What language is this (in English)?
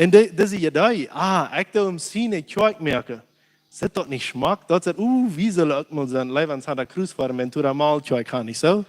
Plautdietsch